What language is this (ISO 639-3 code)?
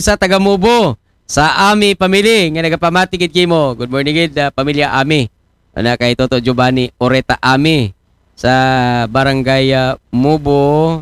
akl